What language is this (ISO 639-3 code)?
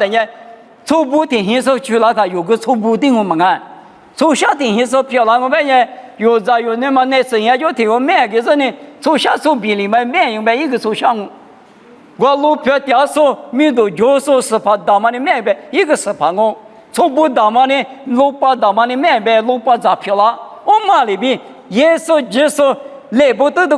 lis